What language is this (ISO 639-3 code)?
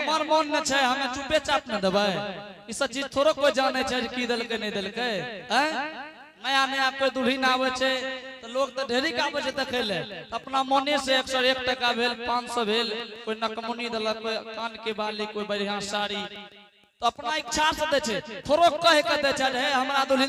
anp